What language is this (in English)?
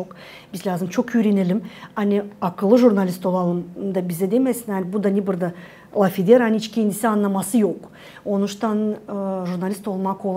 Gagauz